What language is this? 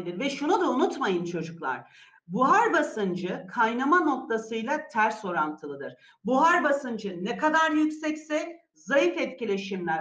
Turkish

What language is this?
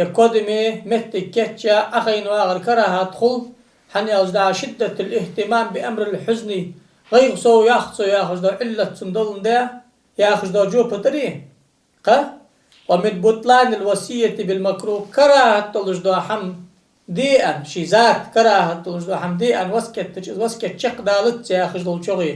Ingush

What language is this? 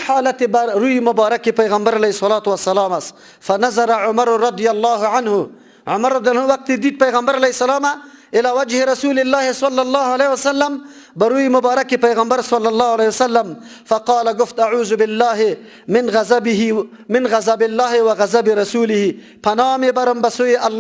Persian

